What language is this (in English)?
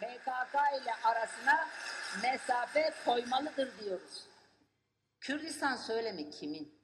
Kurdish